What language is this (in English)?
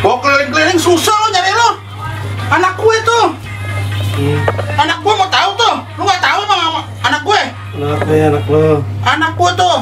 Betawi